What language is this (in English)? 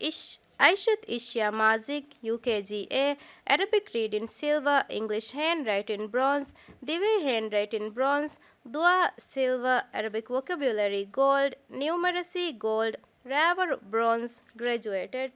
Divehi